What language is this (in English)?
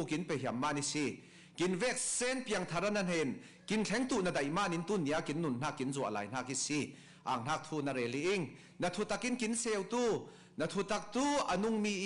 Falam Chin